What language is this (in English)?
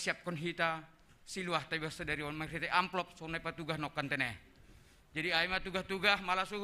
Batak Simalungun